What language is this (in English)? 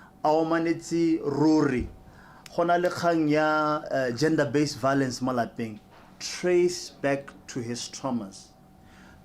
Tswana